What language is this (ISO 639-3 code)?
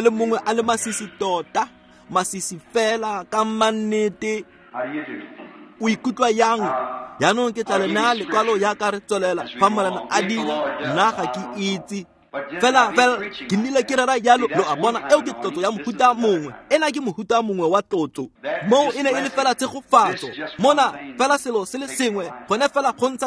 tsn